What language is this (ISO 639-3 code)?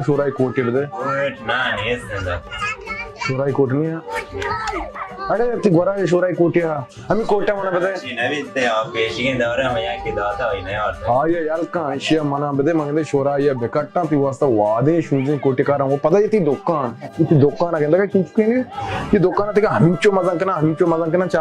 bal